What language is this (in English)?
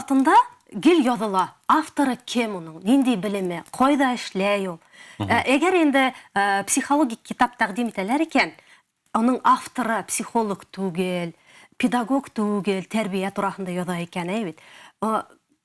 Bashkir